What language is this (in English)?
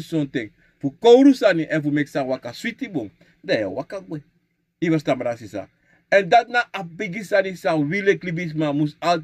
Sranan Tongo